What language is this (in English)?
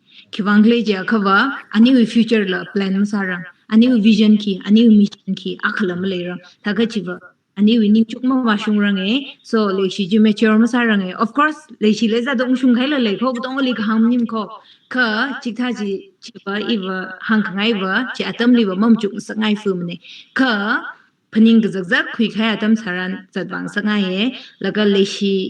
Tangkhul Naga (India)